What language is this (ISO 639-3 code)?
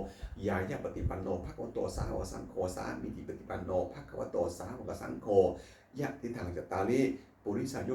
pli